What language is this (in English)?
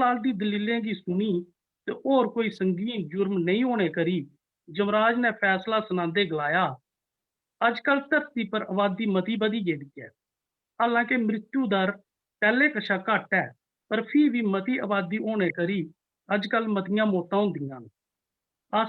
Dogri